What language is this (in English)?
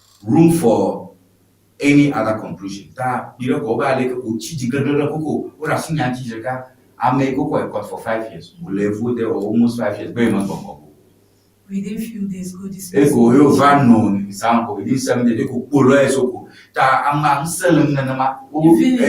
Ewe